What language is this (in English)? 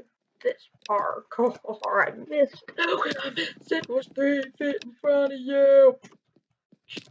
English